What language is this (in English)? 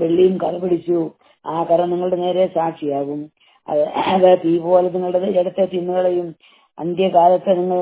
Malayalam